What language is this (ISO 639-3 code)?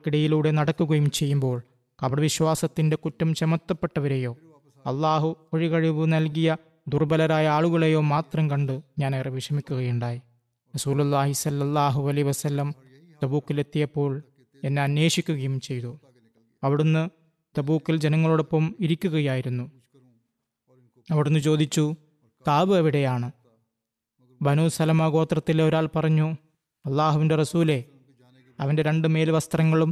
mal